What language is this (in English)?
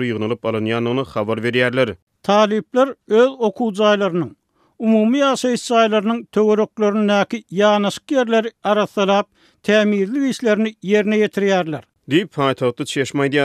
Turkmen